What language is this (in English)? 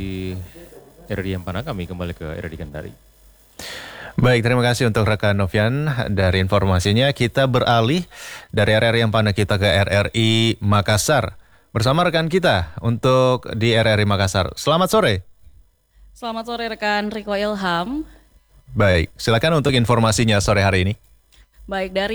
Indonesian